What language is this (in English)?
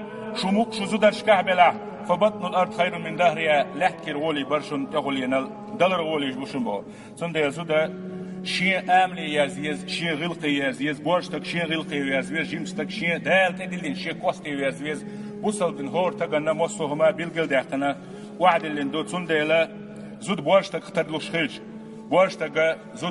Chechen